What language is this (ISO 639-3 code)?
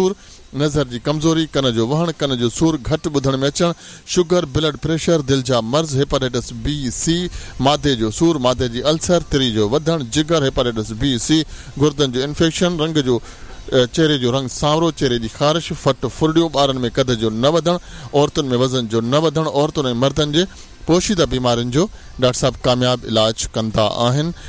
snd